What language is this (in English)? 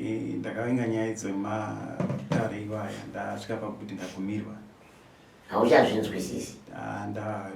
Shona